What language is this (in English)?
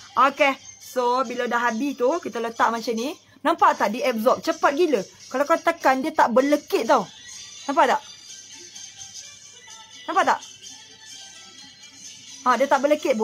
Malay